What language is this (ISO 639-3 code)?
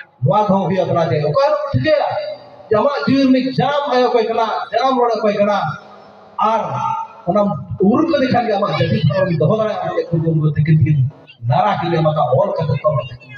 sat